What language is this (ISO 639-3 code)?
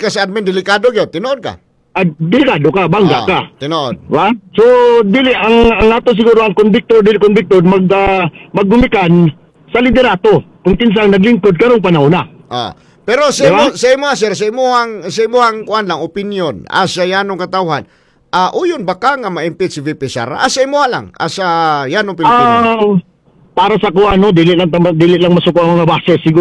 ceb